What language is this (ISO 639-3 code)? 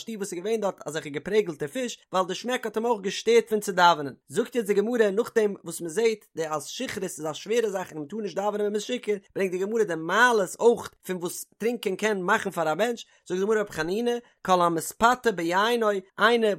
yid